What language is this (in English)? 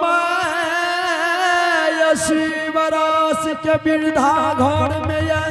Angika